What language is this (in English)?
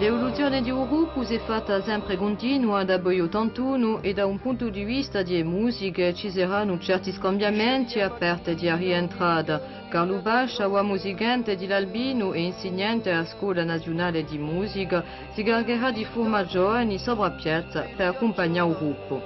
Corsican